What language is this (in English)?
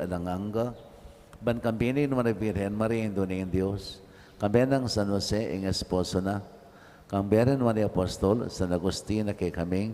Pampanga